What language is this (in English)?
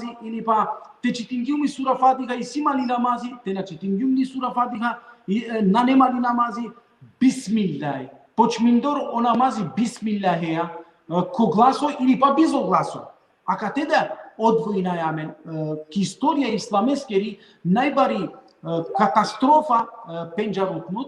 Balkan Romani